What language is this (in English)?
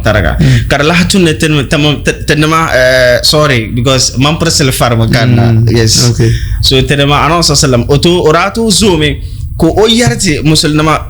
Dagbani